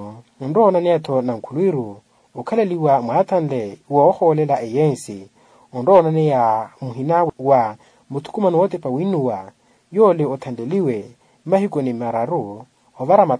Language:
Makhuwa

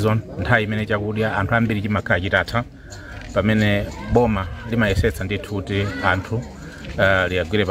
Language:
Nyanja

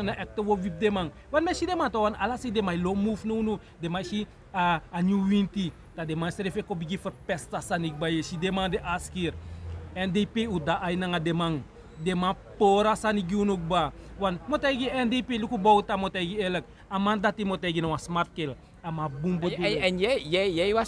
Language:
Sranan Tongo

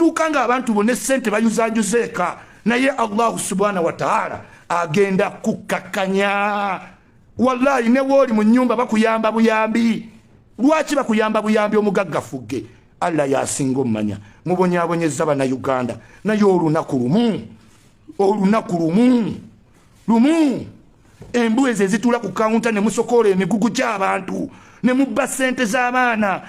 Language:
Ganda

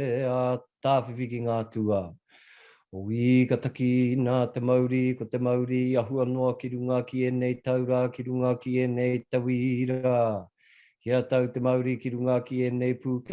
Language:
Māori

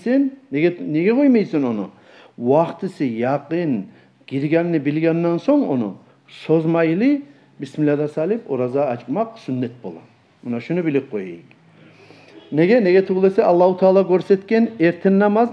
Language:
Kumyk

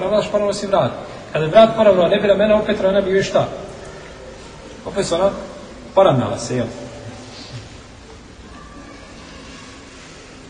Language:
Bosnian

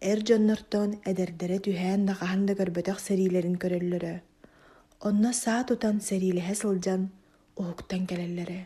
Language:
Yakut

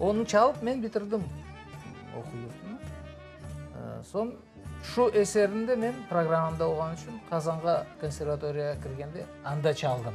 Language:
Crimean Tatar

